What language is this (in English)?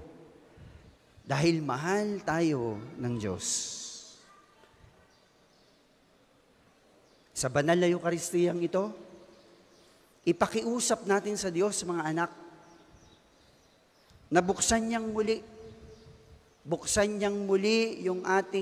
Filipino